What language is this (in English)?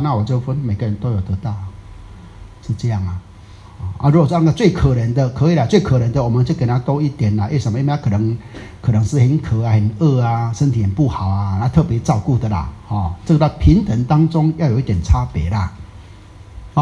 Chinese